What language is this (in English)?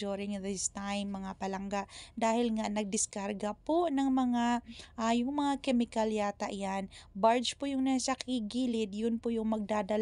Filipino